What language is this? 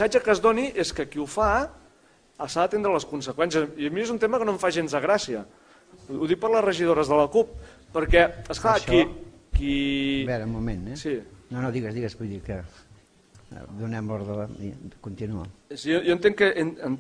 Catalan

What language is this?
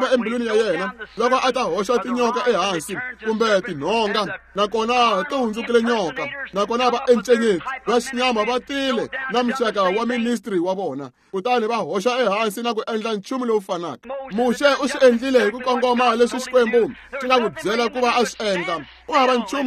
Tsonga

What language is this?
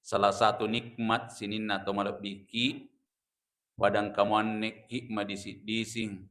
Buginese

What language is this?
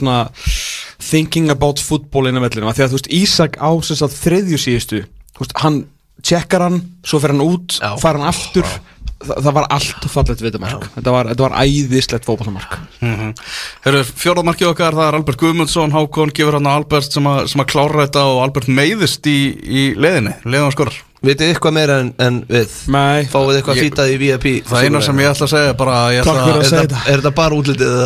Icelandic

